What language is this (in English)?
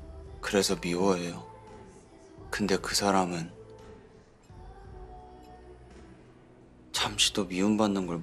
Korean